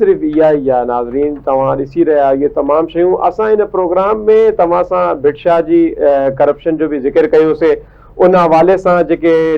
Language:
Sindhi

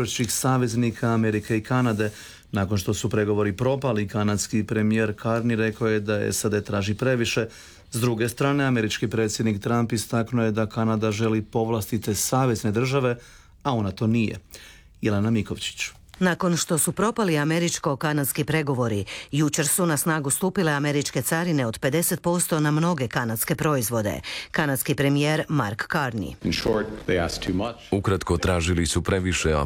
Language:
Croatian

